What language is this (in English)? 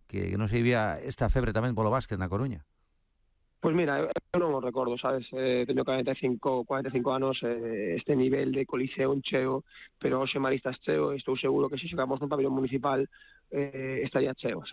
Galician